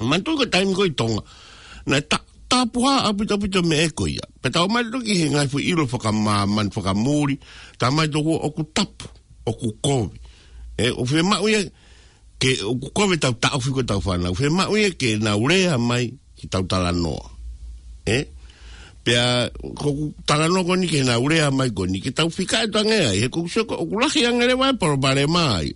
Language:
Tongan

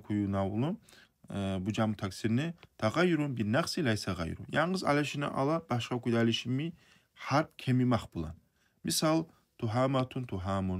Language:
Kumyk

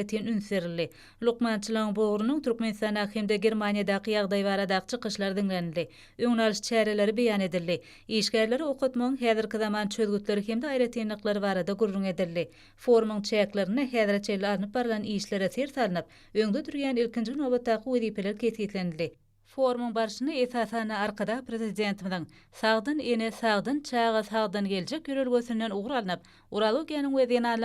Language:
Turkmen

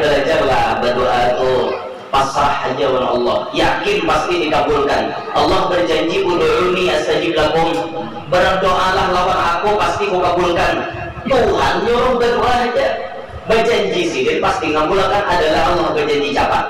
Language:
Banjar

